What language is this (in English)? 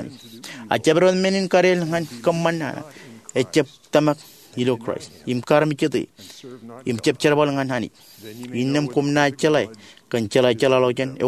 Marshallese